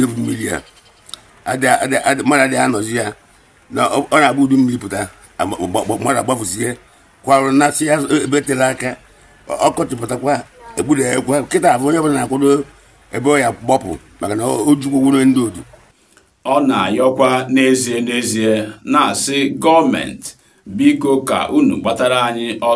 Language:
Igbo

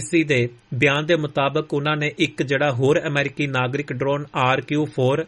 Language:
Punjabi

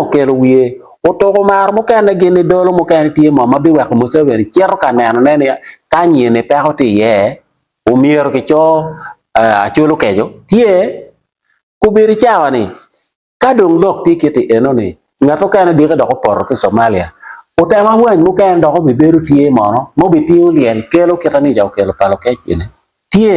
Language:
Acoli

